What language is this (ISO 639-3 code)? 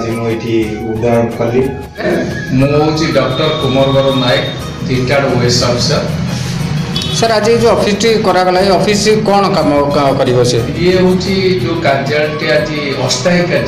ori